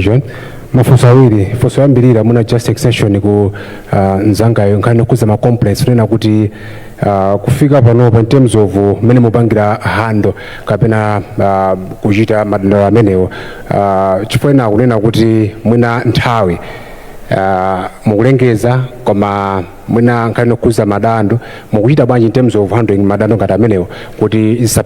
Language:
Nyanja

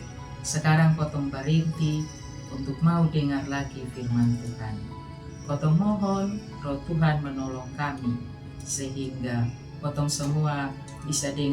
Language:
Kupang Malay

